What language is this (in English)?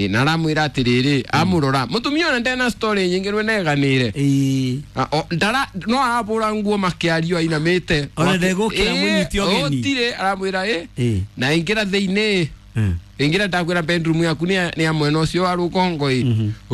Kikuyu